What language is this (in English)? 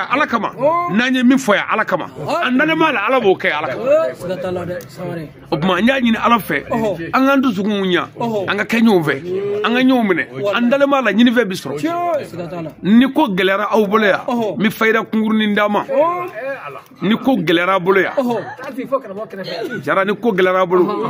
Bambara